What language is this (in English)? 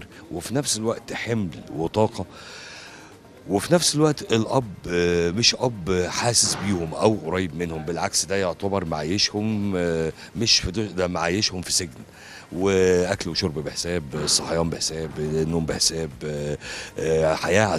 Egyptian Arabic